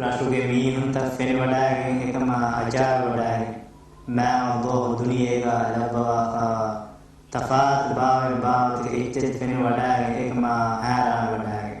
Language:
Divehi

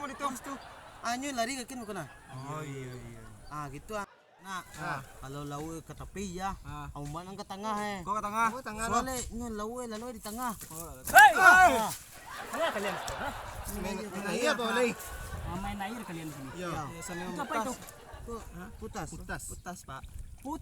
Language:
Minangkabau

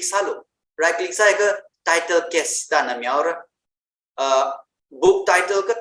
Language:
Tangkhul Naga (India)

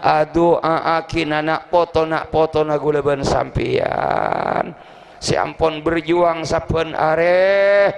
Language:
Madurese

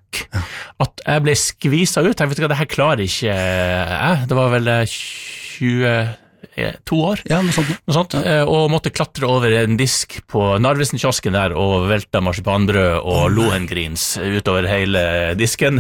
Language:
Norwegian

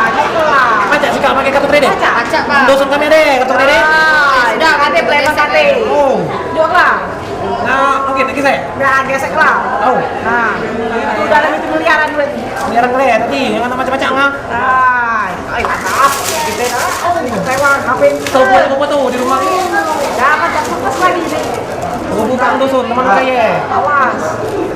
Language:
Musi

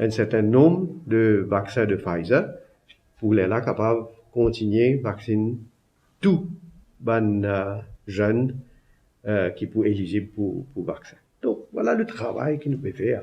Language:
Morisyen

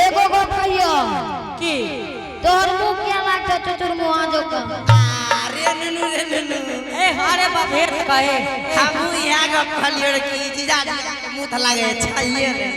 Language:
Angika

